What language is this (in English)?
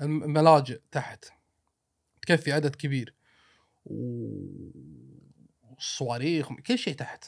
Gulf Arabic